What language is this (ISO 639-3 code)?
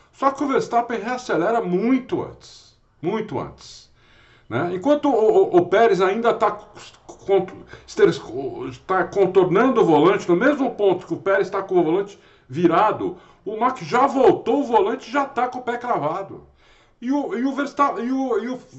por